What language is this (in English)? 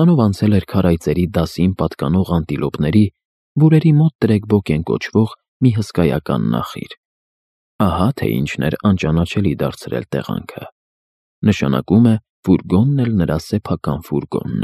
Armenian